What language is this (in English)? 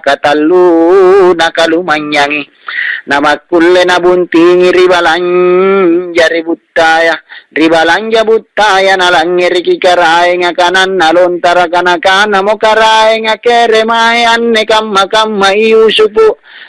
Makasar